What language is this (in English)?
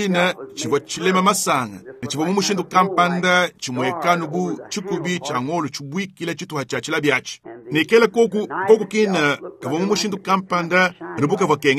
Luba-Lulua